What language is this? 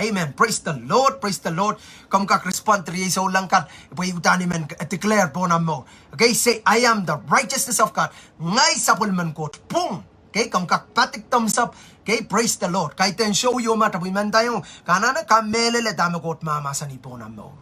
Pohnpeian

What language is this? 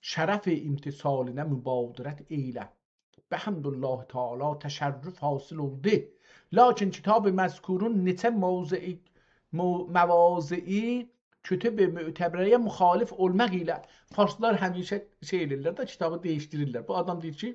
South Azerbaijani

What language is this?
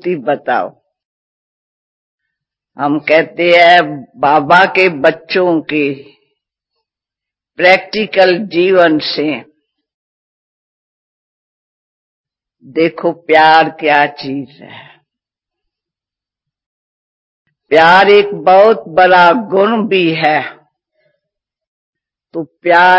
Hindi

